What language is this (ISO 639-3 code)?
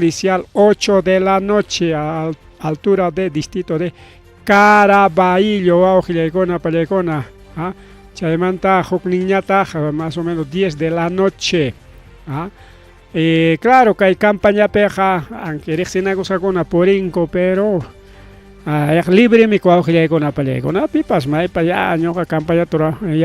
quy